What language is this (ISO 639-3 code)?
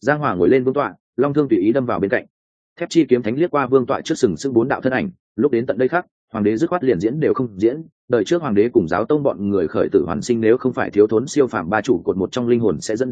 vie